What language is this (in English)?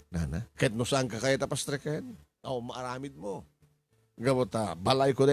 Iloko